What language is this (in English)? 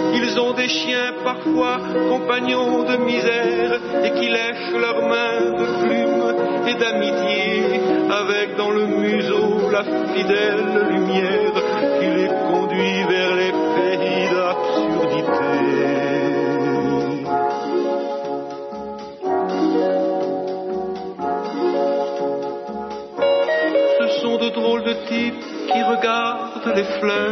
French